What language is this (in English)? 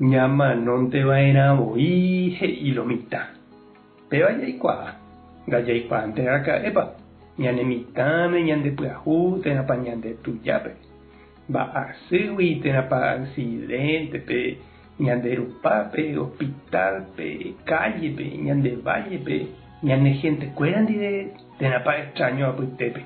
Guarani